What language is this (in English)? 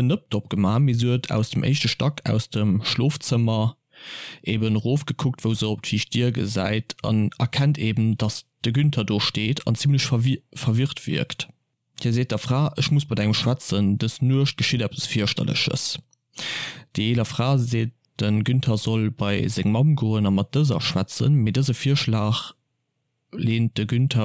Luxembourgish